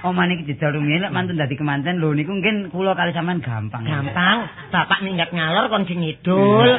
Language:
Javanese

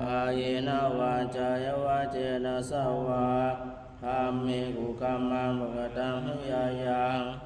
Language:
Pali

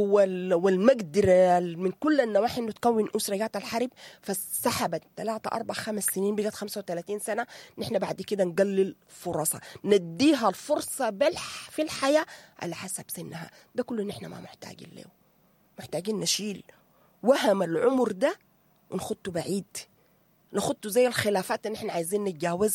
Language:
Sudanese Arabic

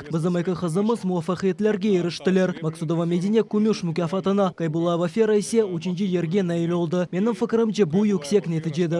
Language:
Crimean Tatar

